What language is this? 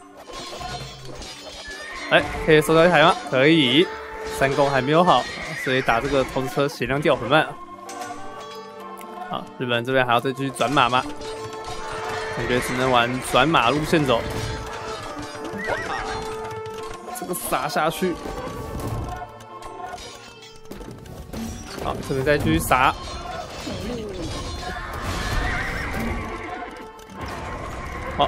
Chinese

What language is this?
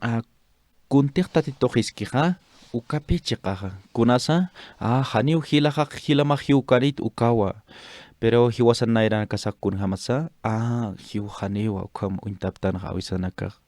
Aymara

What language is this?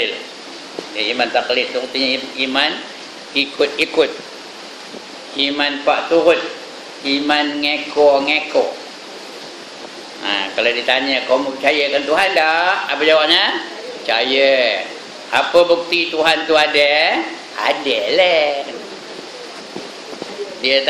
Malay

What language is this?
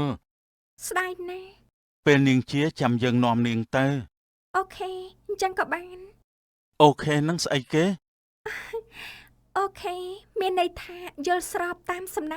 Khmer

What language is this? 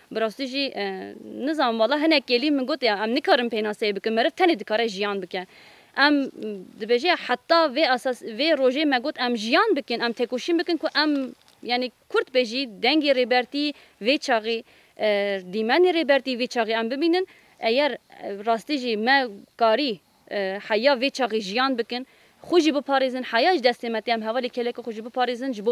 Kurdish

